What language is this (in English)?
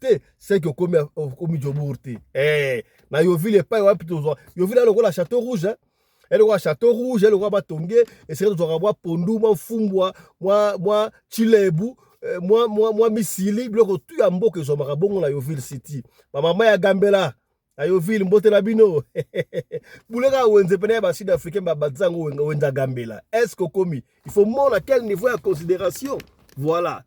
Lingala